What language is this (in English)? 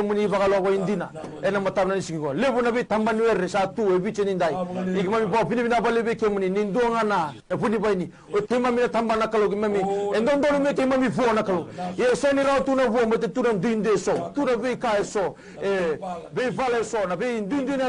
Fijian